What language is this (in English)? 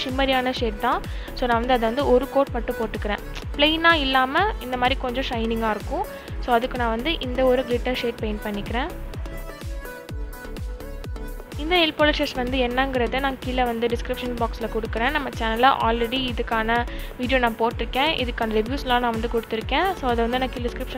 Tamil